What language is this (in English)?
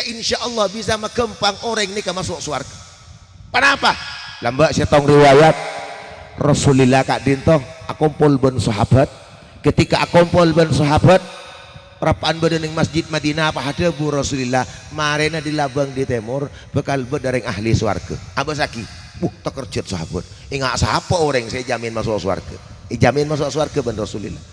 Madurese